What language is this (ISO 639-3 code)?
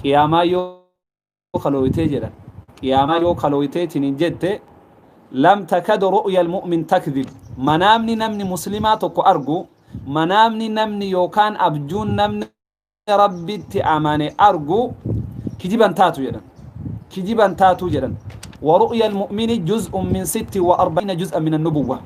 orm